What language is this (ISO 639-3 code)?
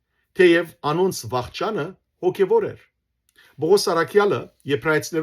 hyw